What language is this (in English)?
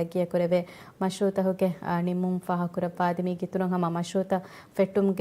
Divehi